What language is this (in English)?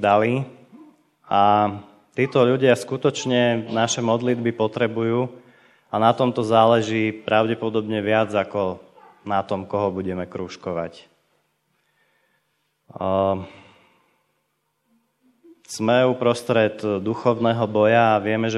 Slovak